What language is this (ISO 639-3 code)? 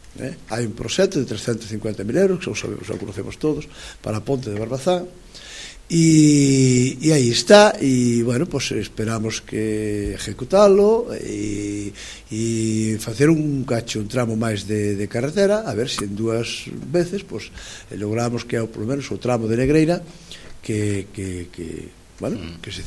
glg